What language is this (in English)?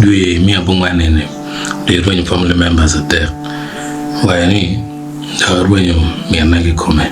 Acoli